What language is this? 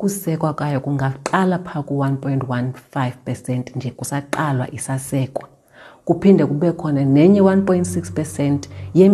Xhosa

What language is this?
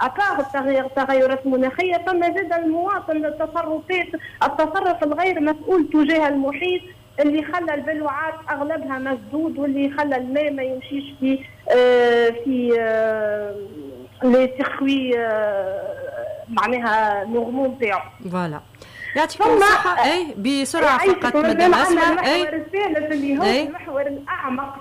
Tunisian Arabic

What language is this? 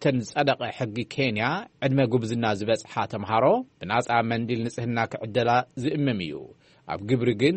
Tigrinya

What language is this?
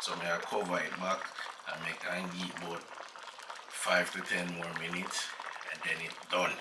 Jamaican Creole English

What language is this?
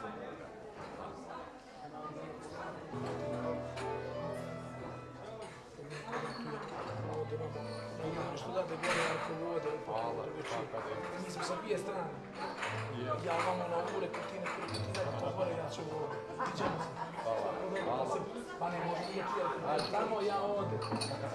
Croatian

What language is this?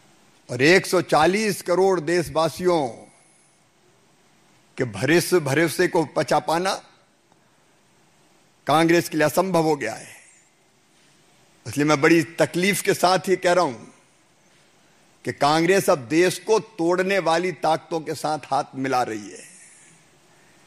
Hindi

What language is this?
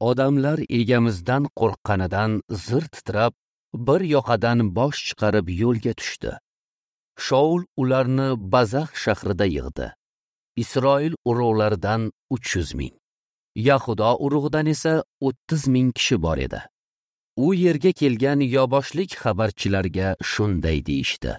Uzbek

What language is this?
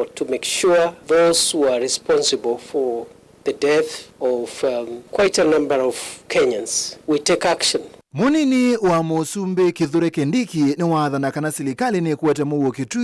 Kamba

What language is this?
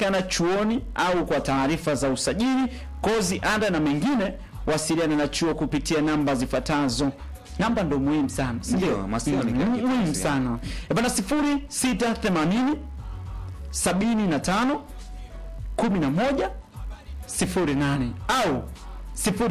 Swahili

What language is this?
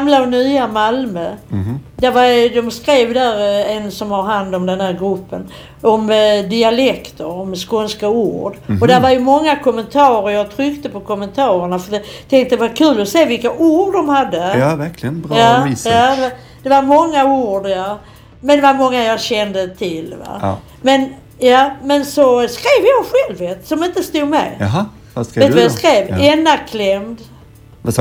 Swedish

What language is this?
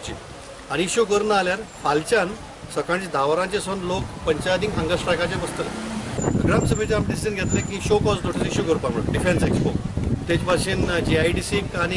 Konkani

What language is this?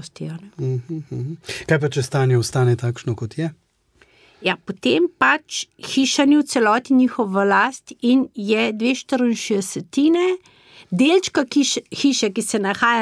Slovenian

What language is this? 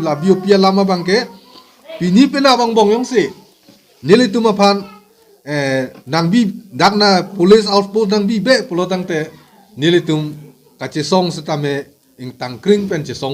Karbi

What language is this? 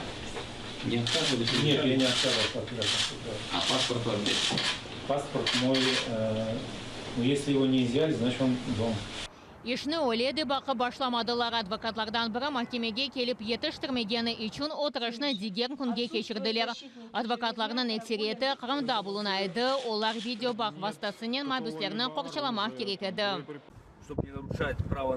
Crimean Tatar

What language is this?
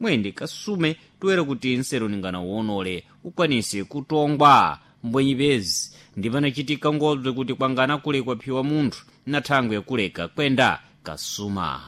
Sena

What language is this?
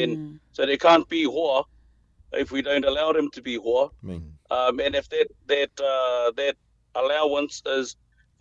Māori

